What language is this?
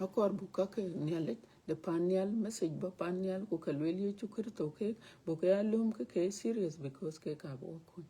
Dinka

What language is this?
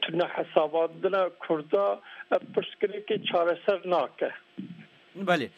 Kurdish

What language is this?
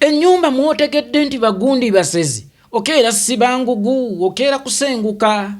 Ganda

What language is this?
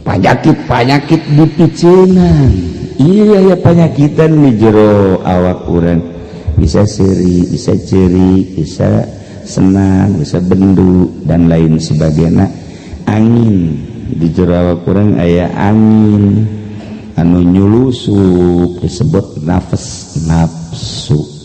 Sundanese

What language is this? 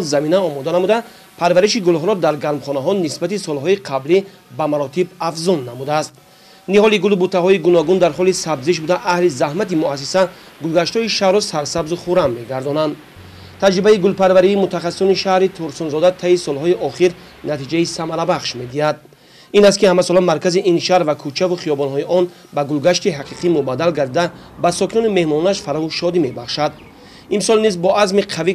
Tajik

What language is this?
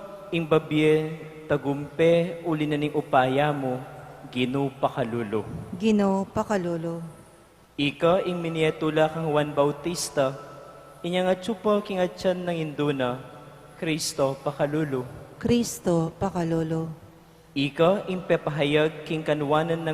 Pampanga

